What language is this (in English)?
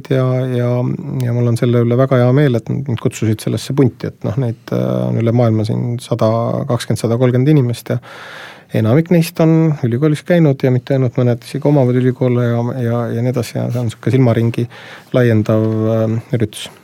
Estonian